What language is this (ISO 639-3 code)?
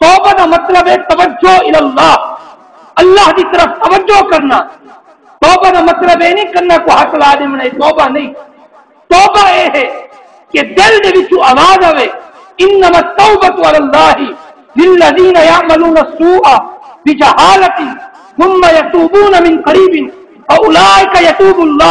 skr